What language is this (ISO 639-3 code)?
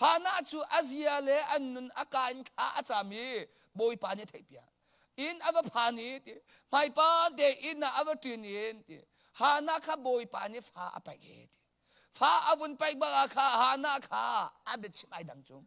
cnh